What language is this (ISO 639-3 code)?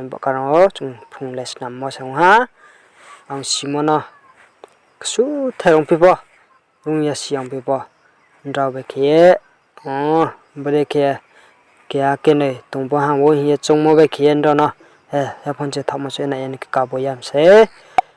ria